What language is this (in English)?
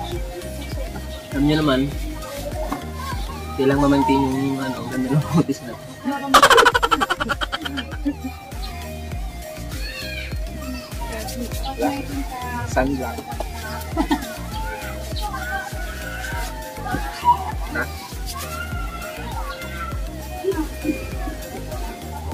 Filipino